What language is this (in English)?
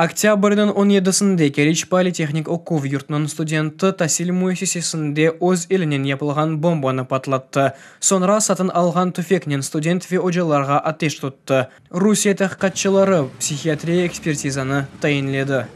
Crimean Tatar